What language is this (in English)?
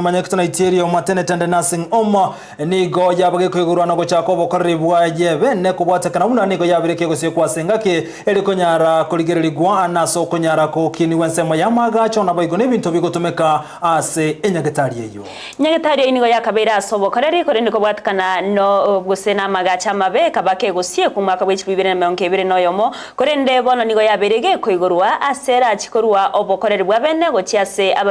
Gusii